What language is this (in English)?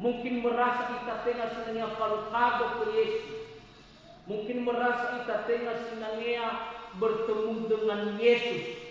Nias